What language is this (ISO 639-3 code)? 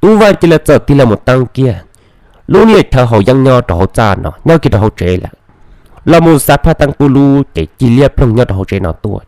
hmn